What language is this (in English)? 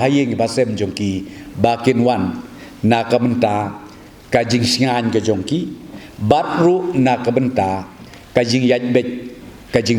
Khasi